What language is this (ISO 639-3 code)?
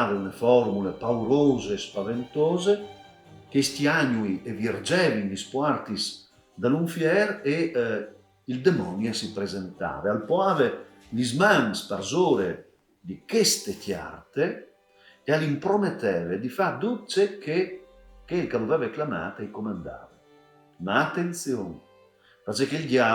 fur